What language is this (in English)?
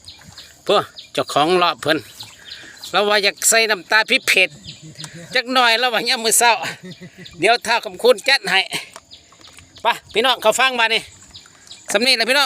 Lao